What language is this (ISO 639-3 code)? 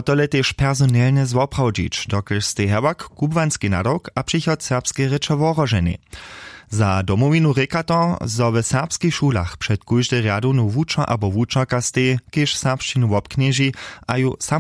hsb